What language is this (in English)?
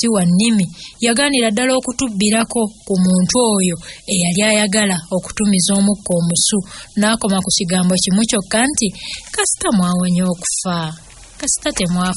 Ganda